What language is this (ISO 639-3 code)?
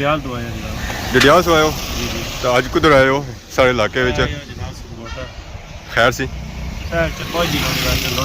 phr